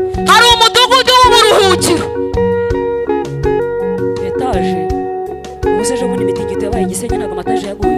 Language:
Kinyarwanda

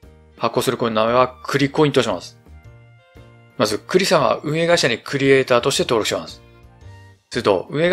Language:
Japanese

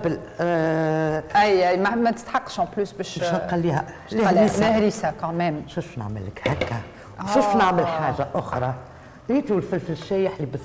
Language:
Tunisian Arabic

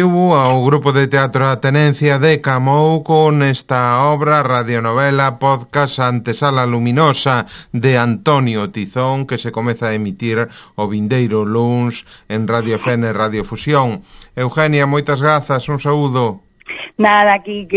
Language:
Galician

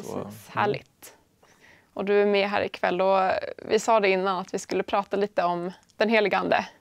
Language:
Swedish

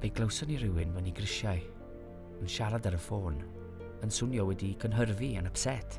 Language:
Welsh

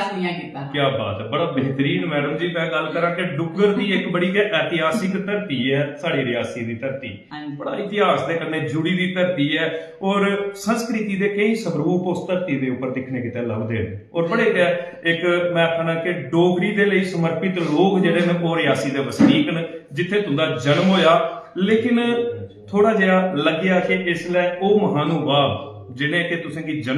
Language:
Dogri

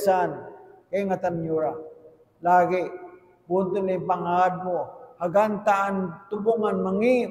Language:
Tausug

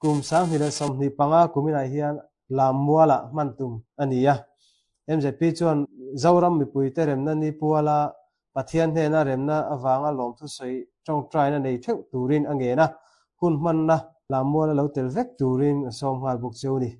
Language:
Mizo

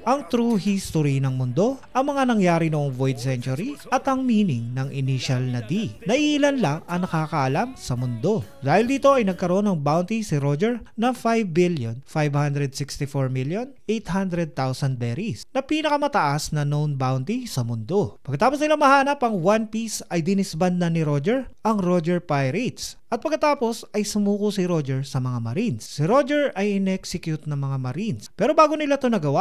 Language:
Filipino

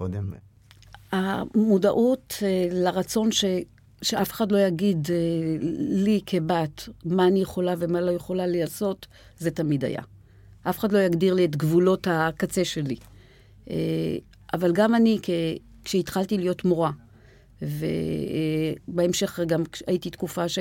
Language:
Hebrew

